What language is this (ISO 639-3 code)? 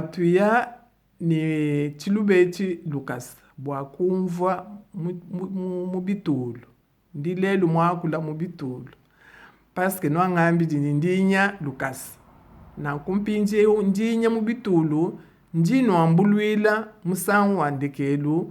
lua